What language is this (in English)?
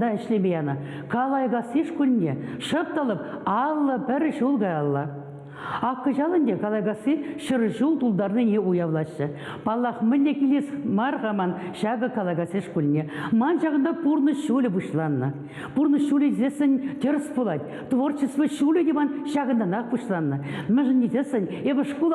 Chuvash